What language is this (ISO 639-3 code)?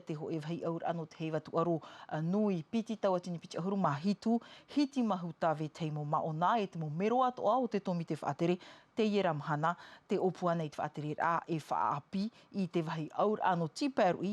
tah